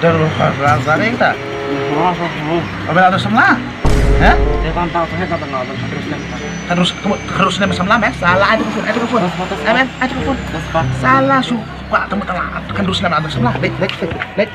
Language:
Khasi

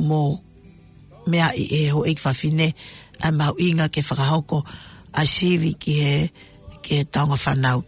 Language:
Tongan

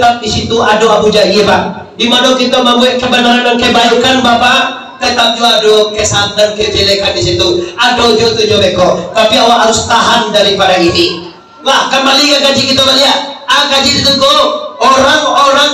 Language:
Minangkabau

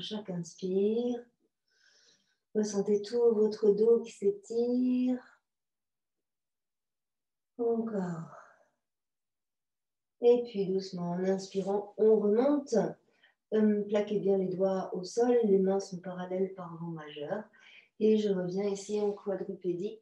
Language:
French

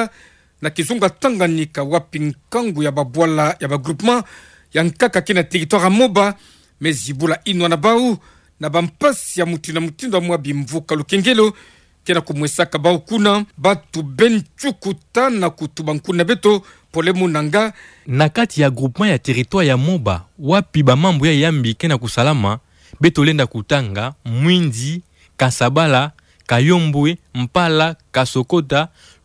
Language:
Kituba (Democratic Republic of Congo)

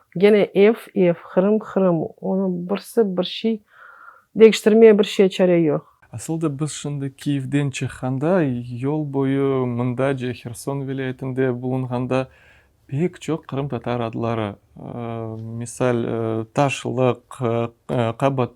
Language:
Crimean Tatar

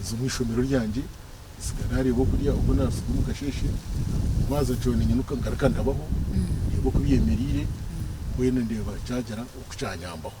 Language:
Nyankole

